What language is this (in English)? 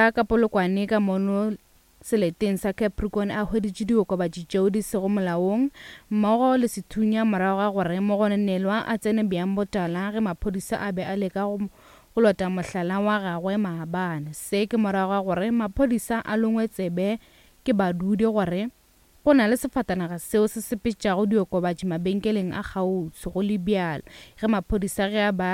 Northern Sotho